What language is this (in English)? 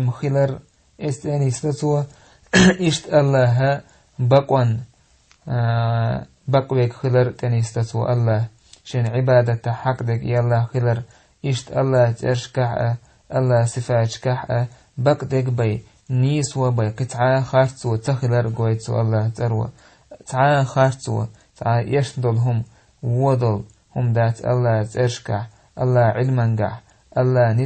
Chechen